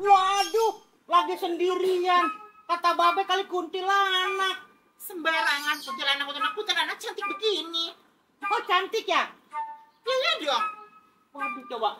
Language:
Betawi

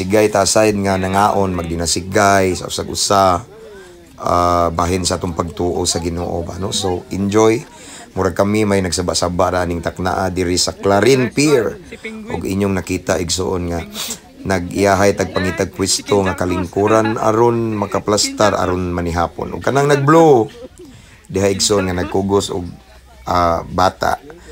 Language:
Cebuano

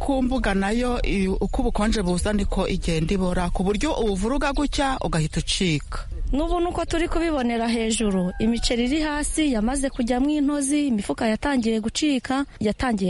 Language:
Kinyarwanda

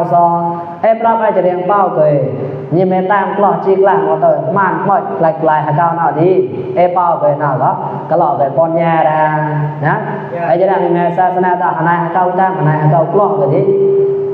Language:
Mon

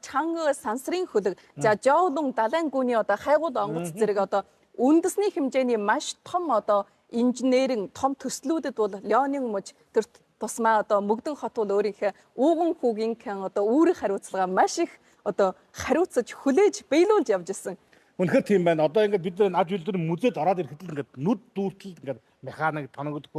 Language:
Mongolian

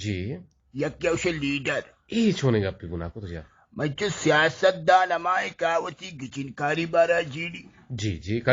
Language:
Eastern Balochi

